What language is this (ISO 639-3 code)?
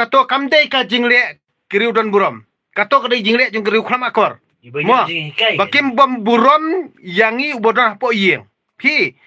kha